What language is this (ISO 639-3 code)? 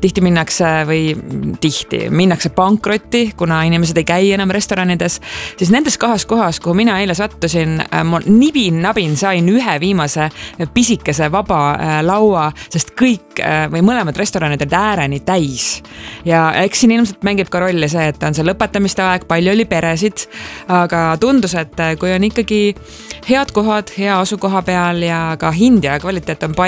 est